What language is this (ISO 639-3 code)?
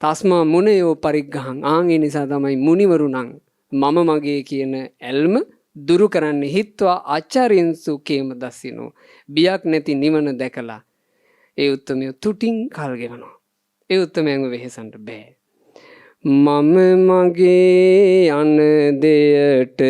sin